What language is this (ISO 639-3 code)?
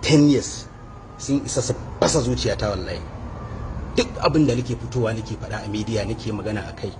hau